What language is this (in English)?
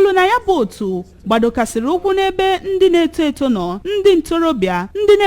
Igbo